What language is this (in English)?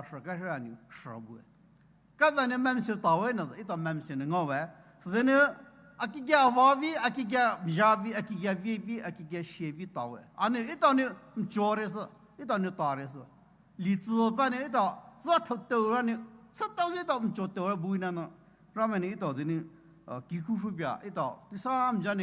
Poumei Naga